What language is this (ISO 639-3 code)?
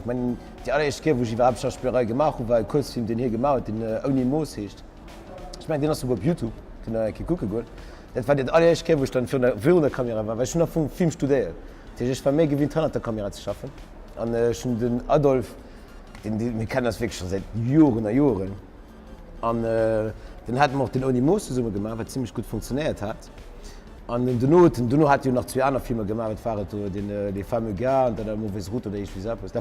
ltz